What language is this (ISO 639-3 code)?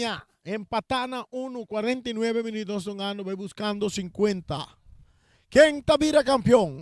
pap